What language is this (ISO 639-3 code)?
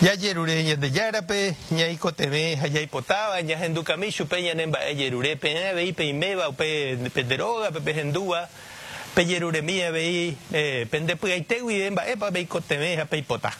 grn